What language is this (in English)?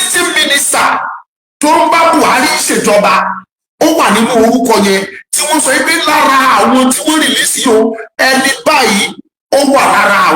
Yoruba